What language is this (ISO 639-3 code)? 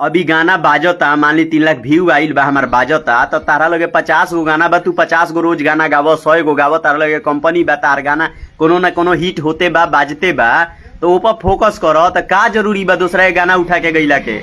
bho